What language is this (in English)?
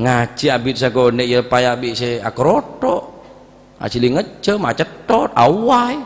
Madurese